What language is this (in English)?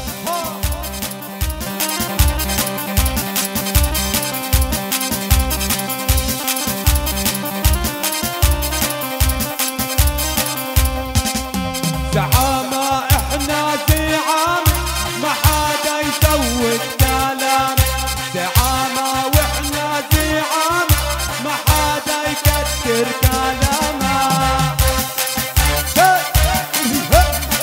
South Levantine Arabic